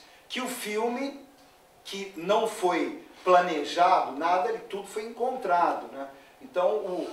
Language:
Portuguese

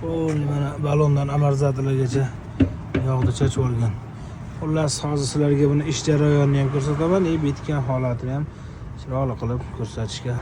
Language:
Uzbek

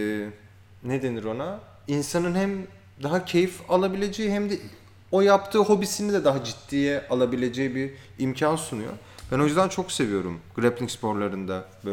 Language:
Turkish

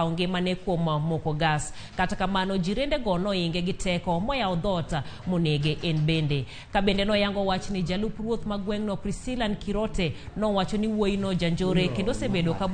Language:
Luo (Kenya and Tanzania)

